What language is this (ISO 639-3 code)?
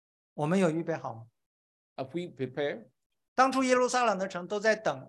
zho